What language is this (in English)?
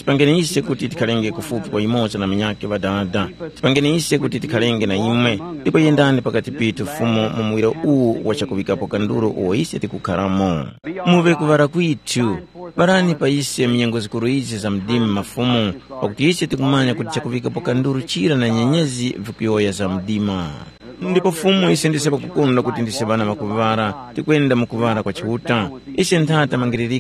Tumbuka